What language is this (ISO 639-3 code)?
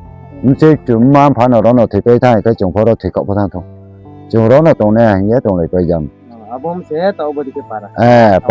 ria